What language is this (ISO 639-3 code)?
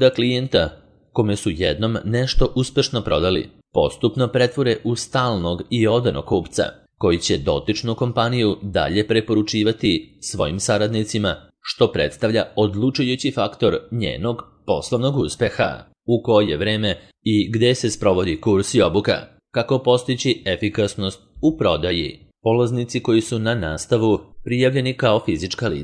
srp